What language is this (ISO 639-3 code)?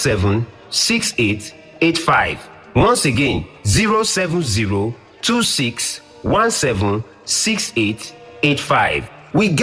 pcm